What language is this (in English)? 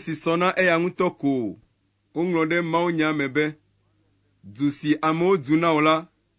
Ewe